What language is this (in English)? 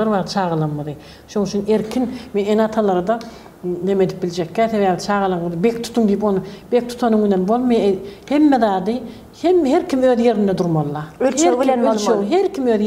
Turkmen